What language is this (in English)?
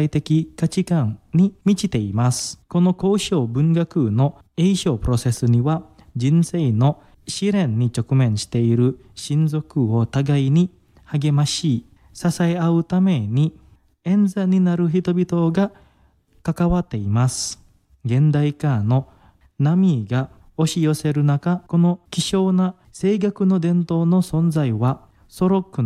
Japanese